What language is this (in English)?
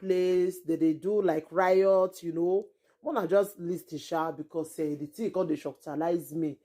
Nigerian Pidgin